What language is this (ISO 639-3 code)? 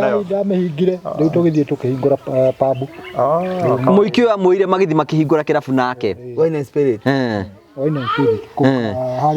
kik